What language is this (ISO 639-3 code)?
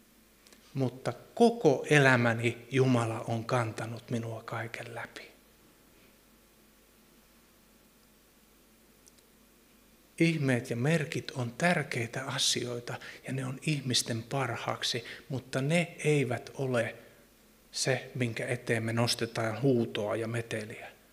fin